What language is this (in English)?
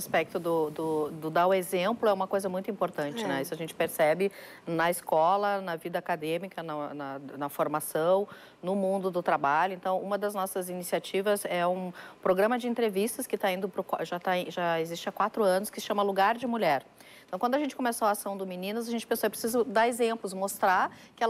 Portuguese